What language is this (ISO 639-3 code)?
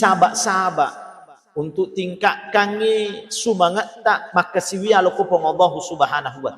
bug